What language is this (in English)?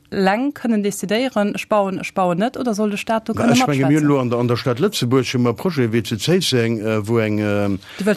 Luxembourgish